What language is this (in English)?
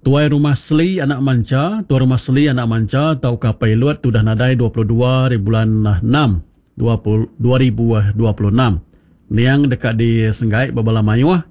Iban